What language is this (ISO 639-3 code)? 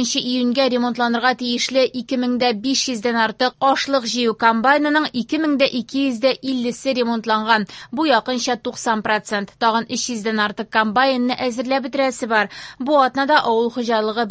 tat